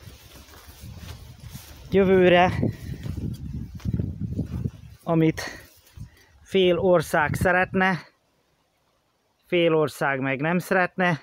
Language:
Hungarian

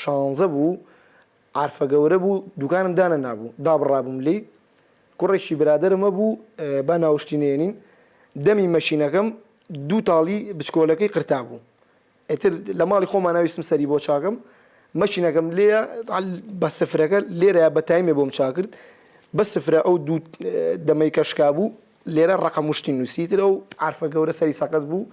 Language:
Central Kurdish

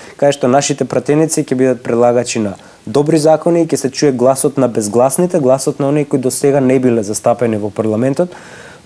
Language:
Macedonian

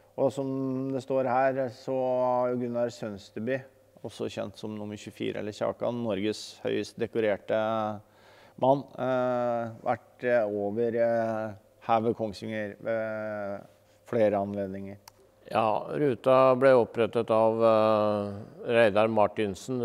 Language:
Norwegian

